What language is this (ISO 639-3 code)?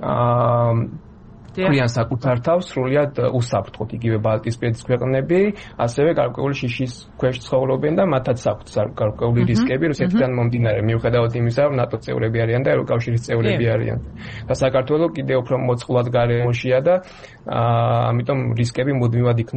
kat